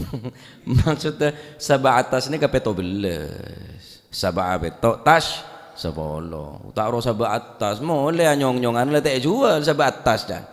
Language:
Madurese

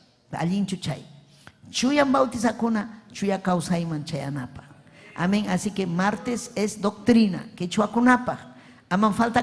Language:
Ayacucho Quechua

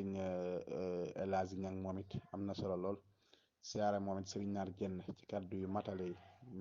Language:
Wolof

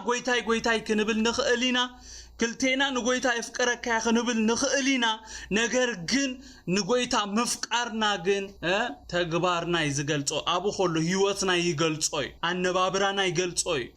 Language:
Tigrinya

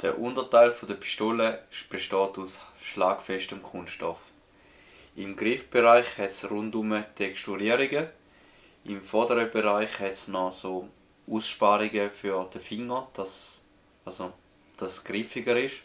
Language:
Swiss German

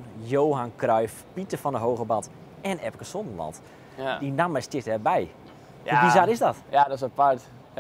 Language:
Western Frisian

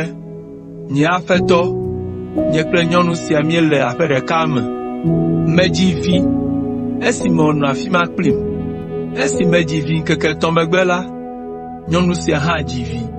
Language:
Ewe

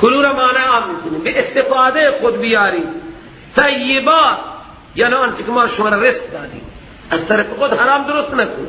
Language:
Persian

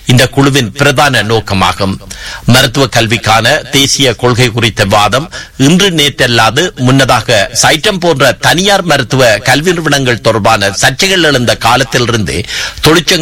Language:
Tamil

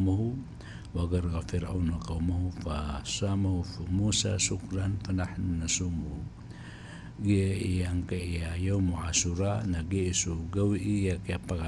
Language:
Maranao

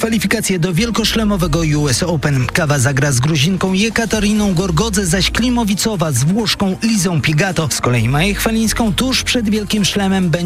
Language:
Polish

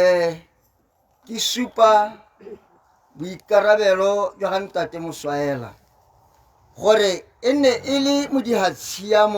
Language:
Tswana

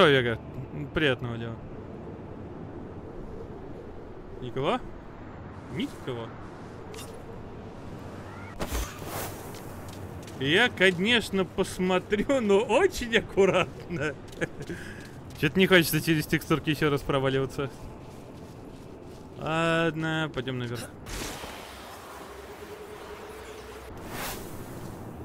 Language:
Russian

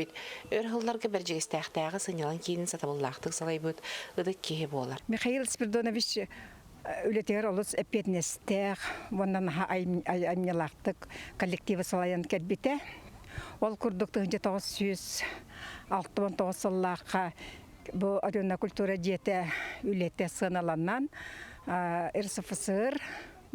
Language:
Yakut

